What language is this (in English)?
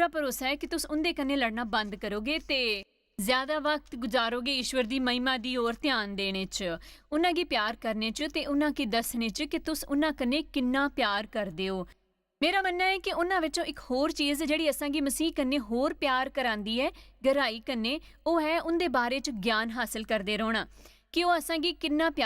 Dogri